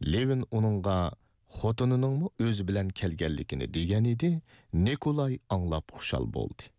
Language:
Uyghur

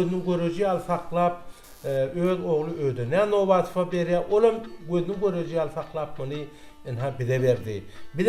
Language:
Turkmen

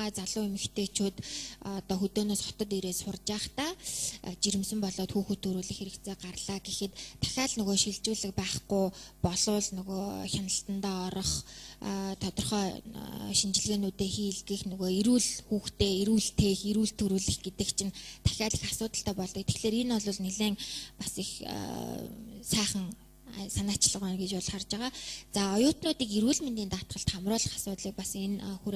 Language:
Mongolian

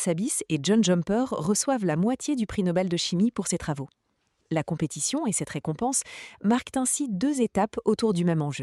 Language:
French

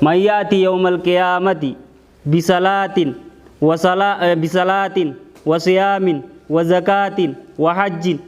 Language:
Oromo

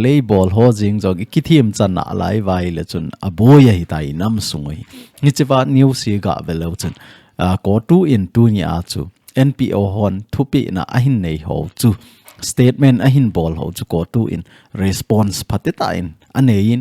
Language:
Thado Chin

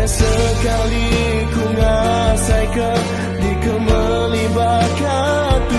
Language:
Iban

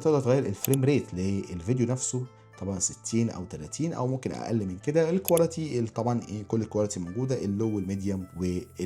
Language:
Egyptian Arabic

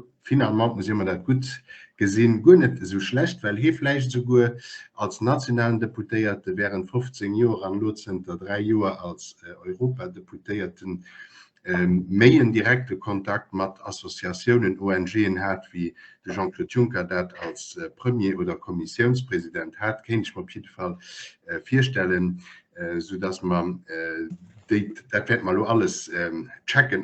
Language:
Luxembourgish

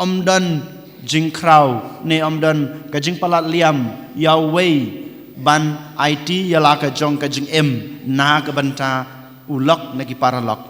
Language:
Khasi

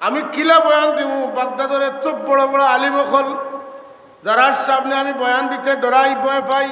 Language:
Sylheti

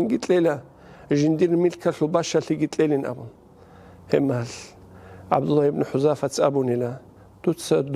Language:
Avaric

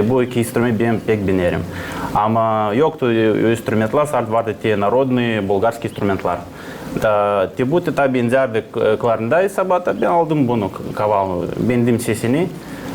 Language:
Gagauz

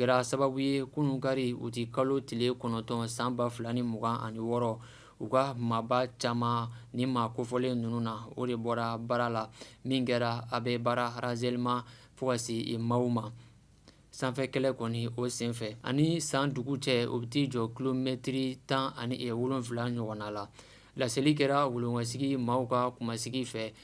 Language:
Bambara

